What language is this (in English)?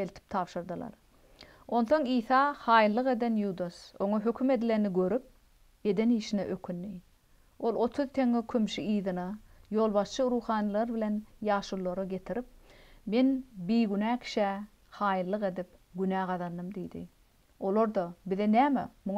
Turkmen